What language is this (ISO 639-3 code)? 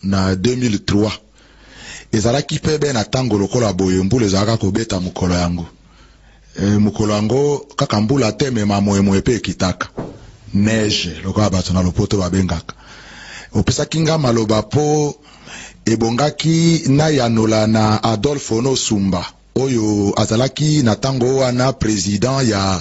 lin